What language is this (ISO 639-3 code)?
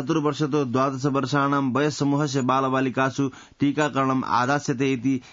san